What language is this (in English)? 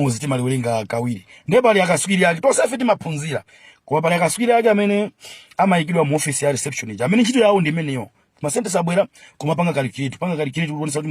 Nyanja